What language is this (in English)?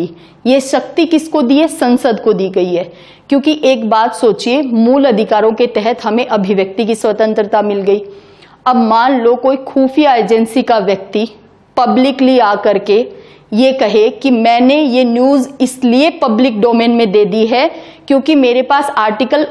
Hindi